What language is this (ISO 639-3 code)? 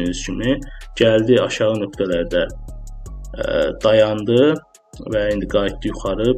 aze